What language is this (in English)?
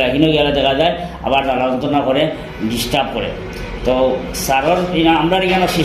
Sylheti